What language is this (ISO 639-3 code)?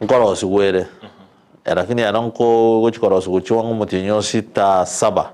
guz